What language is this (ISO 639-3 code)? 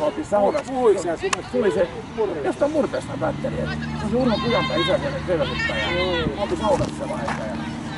fin